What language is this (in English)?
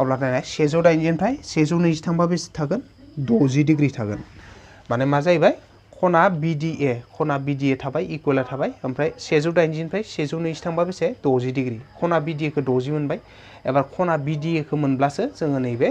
Bodo